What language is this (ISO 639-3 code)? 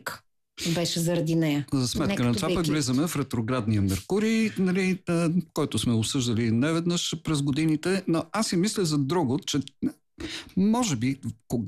bul